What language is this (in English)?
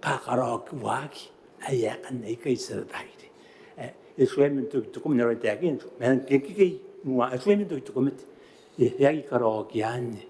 Gilbertese